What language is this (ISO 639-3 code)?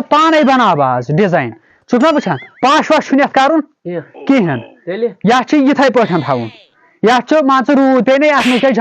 kas